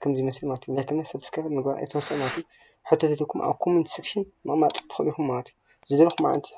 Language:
Tigrinya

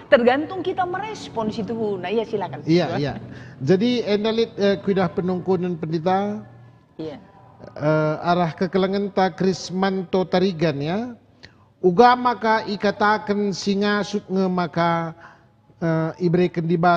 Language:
Batak Karo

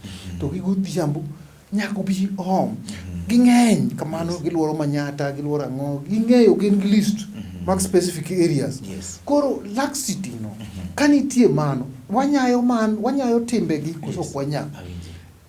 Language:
Luo (Kenya and Tanzania)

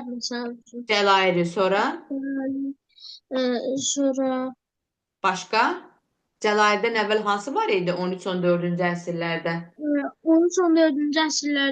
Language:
Azerbaijani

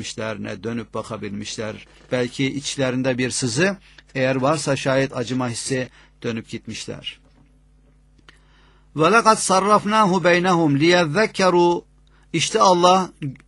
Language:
Turkish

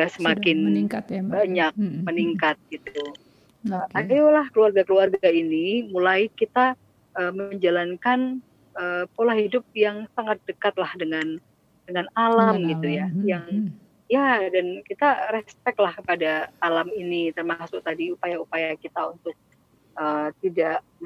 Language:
Indonesian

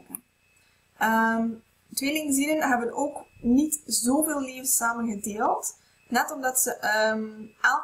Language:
Dutch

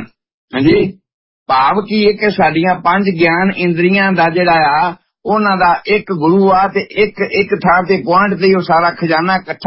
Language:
Punjabi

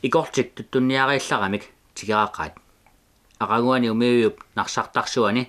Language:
Kalaallisut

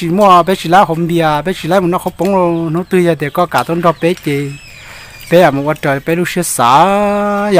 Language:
Hmong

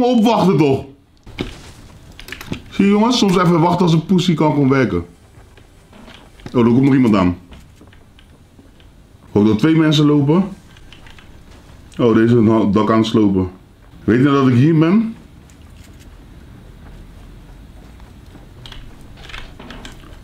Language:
Dutch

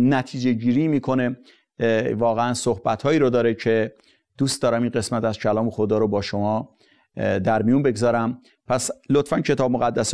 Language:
Persian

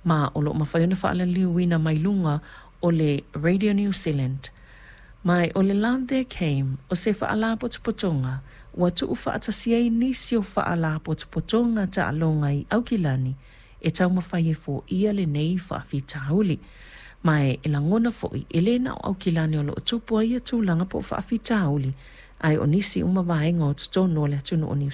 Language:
Samoan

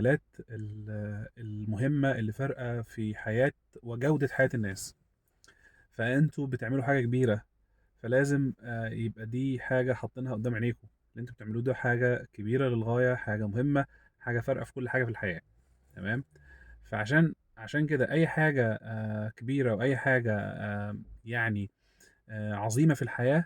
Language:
Egyptian Arabic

